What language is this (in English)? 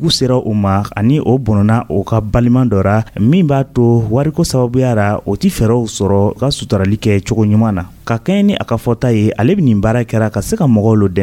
Dyula